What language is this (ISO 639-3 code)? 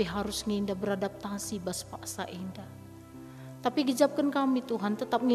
btx